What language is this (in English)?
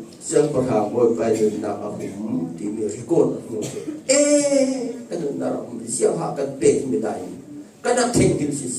Falam Chin